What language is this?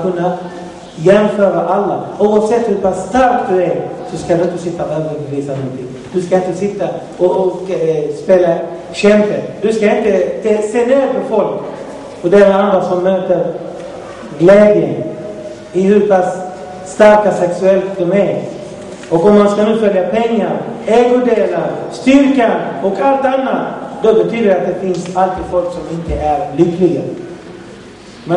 Swedish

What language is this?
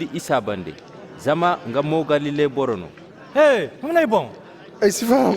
Zarma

